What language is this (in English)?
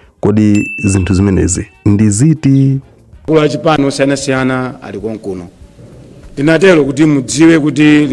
Nyanja